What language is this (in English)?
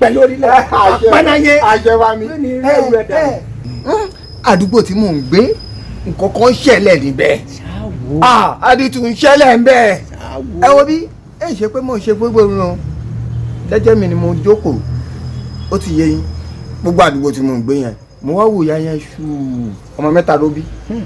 Yoruba